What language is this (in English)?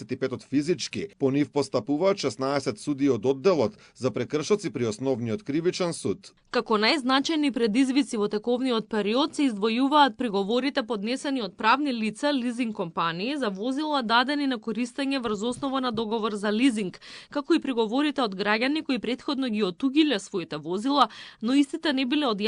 Macedonian